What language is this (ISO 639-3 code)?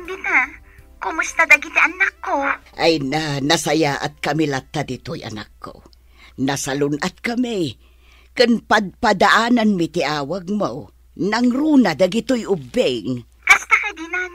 ilo